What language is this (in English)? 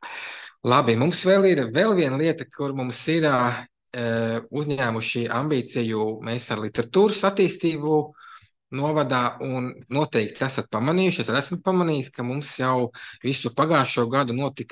Latvian